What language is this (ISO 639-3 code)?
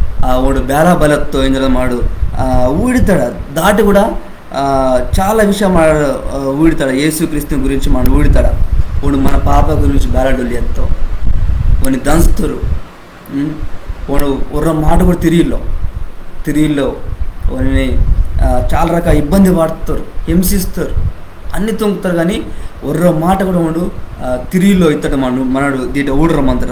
kff